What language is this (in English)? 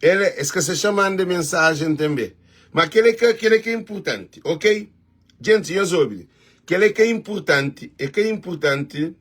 Kabuverdianu